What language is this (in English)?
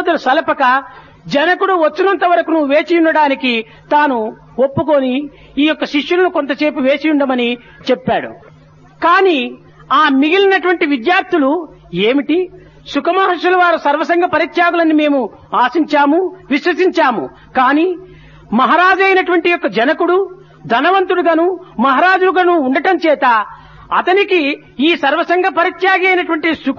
Telugu